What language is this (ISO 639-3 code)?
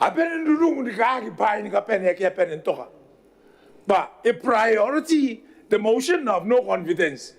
gil